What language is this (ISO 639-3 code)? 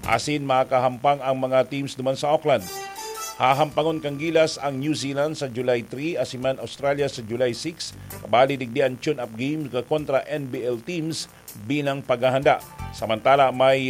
bik